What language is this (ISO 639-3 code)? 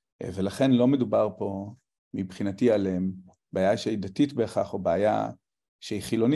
heb